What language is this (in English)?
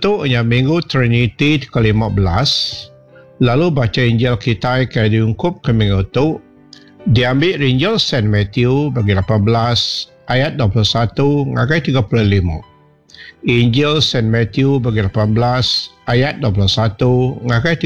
Iban